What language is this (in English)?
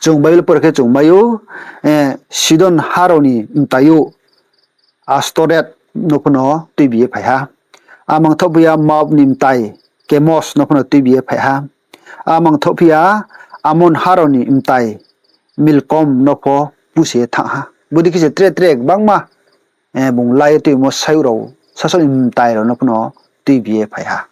Riang (India)